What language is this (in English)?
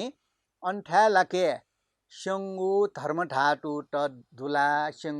Newari